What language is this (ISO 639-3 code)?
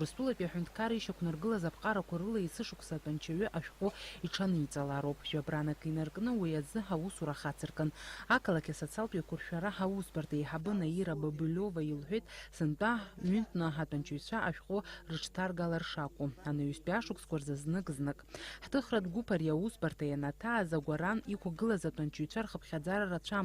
abk